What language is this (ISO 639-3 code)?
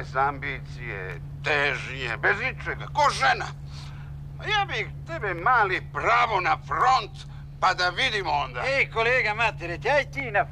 srp